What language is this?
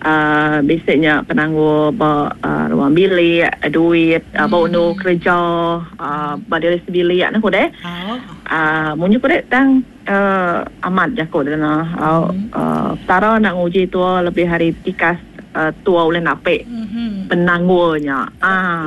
Iban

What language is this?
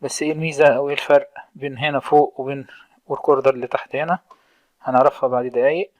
Egyptian Arabic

